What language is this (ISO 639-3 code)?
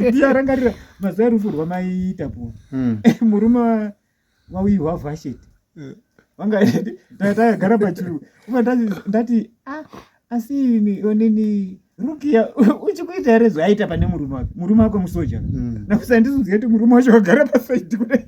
sna